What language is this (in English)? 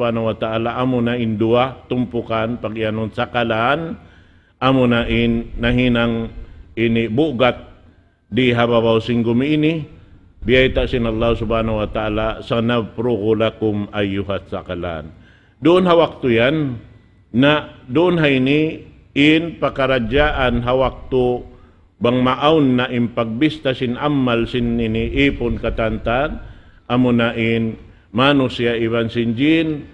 Tausug